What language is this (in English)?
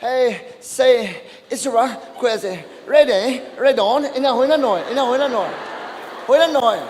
Naga Pidgin